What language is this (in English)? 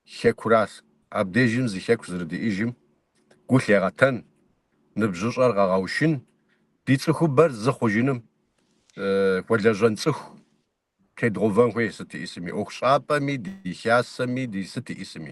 Kabardian